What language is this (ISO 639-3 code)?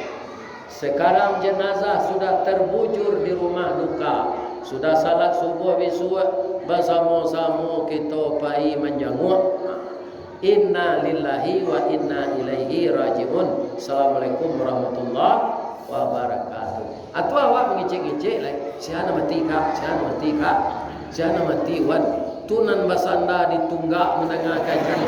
min